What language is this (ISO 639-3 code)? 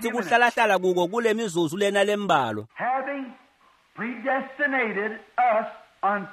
ssw